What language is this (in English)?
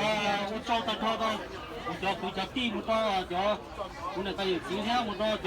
Hmong